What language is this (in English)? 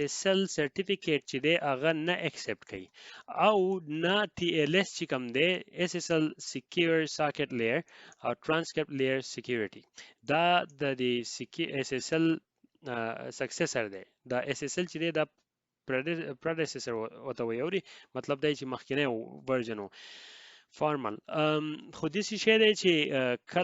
Pashto